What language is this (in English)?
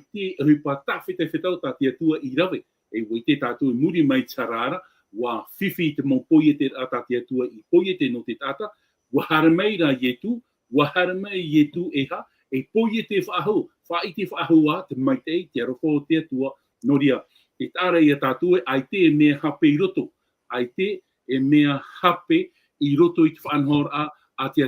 Tahitian